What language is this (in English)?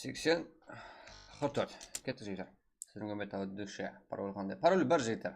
Kara-Kalpak